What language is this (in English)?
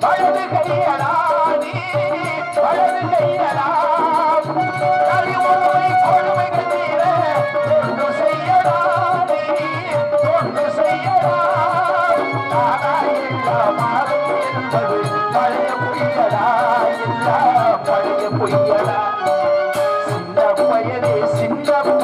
Tamil